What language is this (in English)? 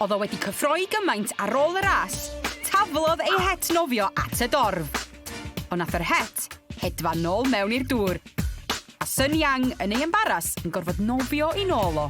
Welsh